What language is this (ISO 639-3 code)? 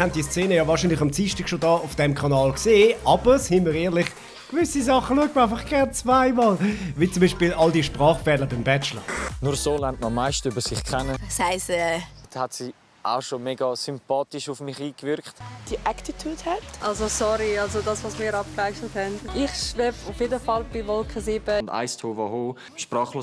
gsw